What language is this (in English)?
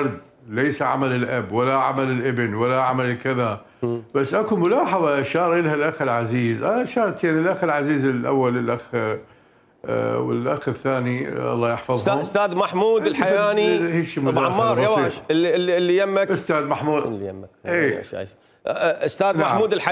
Mesopotamian Arabic